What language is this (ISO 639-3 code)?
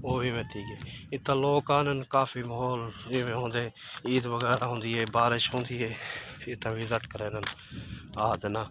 skr